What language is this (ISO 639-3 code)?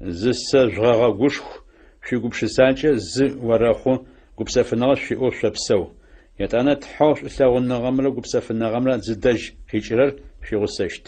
ady